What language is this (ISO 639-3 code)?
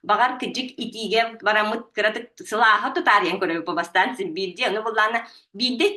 sah